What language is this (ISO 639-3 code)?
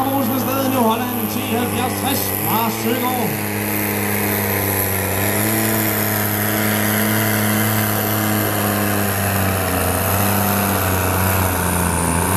dan